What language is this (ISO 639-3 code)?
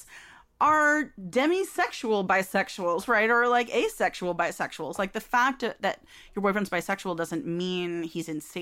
eng